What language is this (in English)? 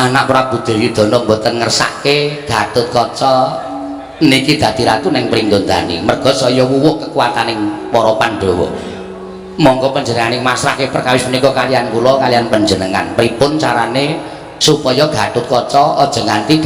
Javanese